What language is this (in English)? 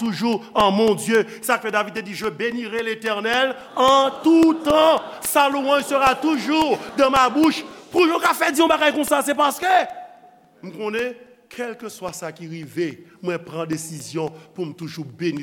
Haitian Creole